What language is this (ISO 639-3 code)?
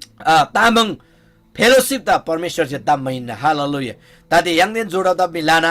taj